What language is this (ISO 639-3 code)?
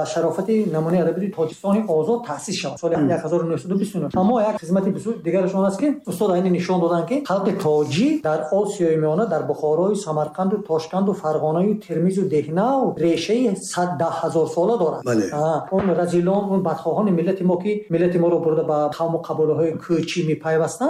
tgk